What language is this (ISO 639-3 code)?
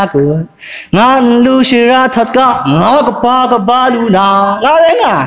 kac